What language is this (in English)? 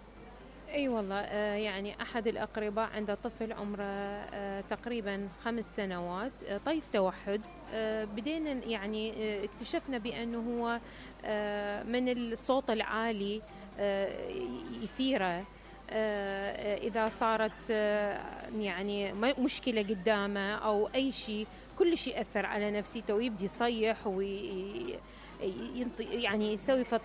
Mesopotamian Arabic